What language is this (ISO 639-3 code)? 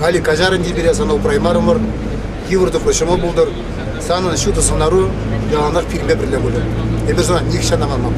chv